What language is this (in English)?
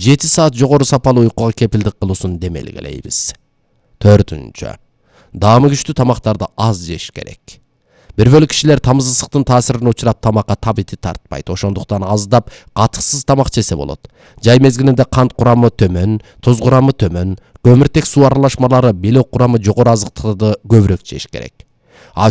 Kyrgyz